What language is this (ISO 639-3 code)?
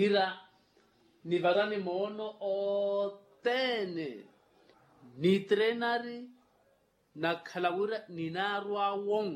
vmw